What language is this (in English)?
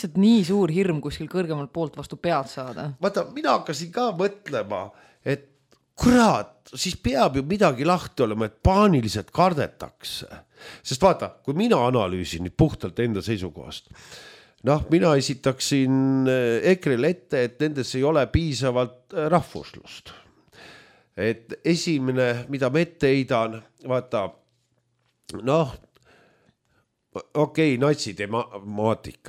Estonian